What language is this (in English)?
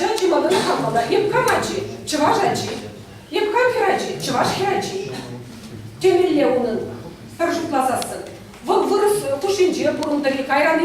Chuvash